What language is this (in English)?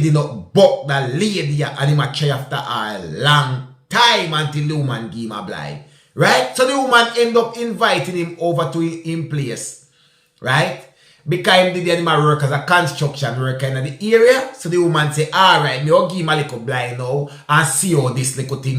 Jamaican Creole English